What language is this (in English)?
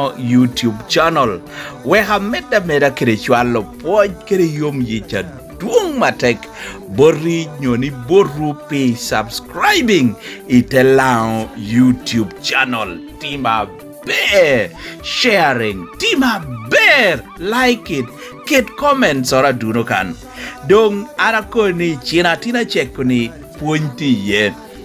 Lango (Uganda)